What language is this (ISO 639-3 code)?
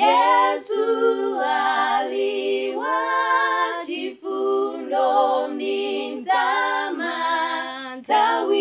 nya